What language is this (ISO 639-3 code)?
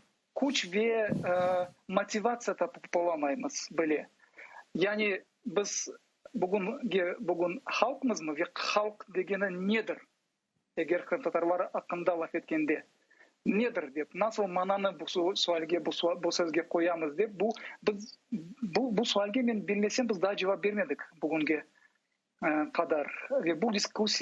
crh